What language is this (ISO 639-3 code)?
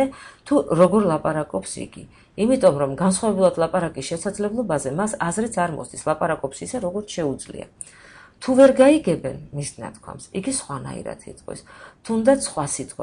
kat